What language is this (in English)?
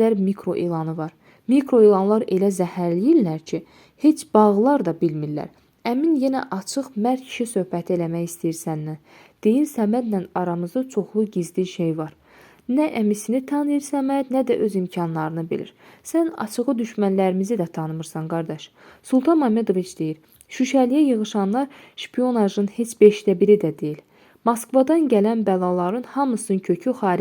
Azerbaijani